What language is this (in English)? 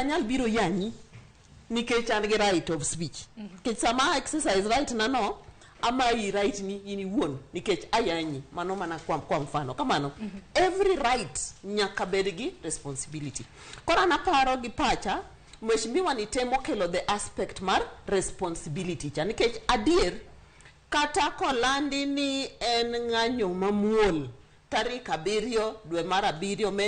Luo (Kenya and Tanzania)